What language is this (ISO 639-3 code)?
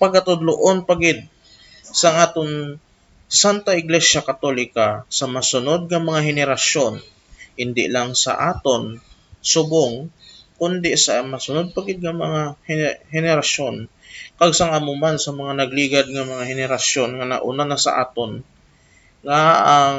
hil